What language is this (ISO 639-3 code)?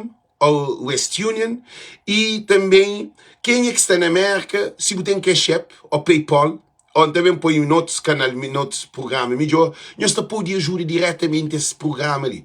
kea